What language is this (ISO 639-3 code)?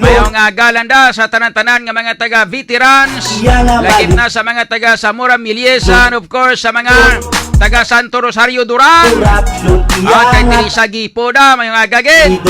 hil